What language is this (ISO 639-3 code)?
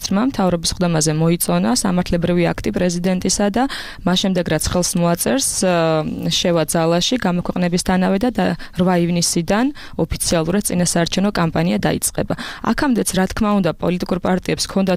kat